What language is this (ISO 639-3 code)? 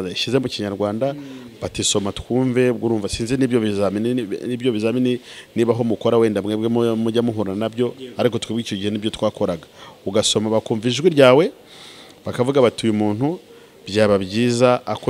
kin